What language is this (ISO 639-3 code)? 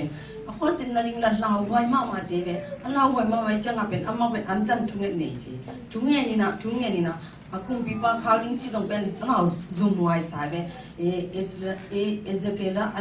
ctd